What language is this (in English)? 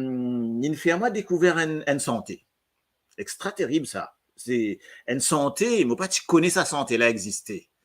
Morisyen